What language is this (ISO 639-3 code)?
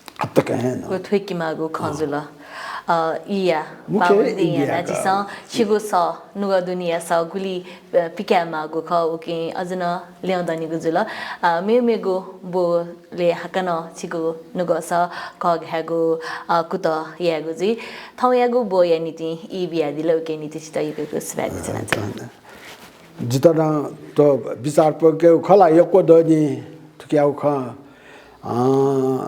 new